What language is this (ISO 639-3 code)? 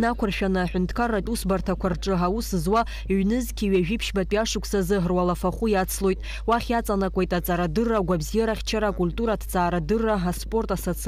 abk